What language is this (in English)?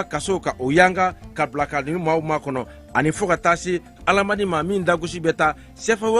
Bambara